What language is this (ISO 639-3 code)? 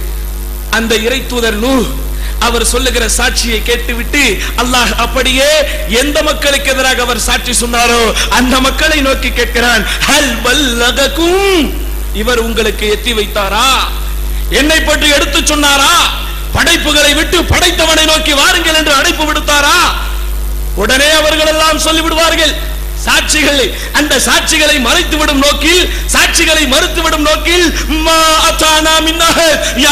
tam